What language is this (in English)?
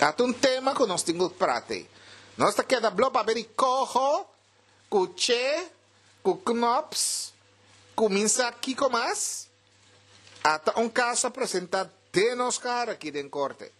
Papiamento